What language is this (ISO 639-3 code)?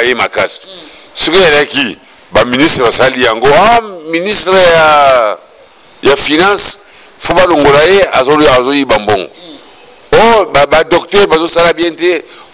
lin